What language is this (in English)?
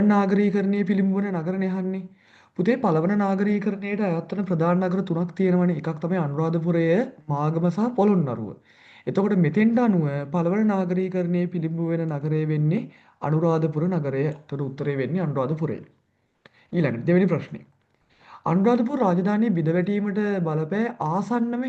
Sinhala